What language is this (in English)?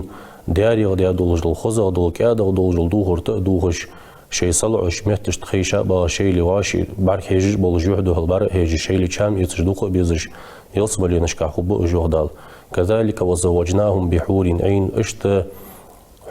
Ingush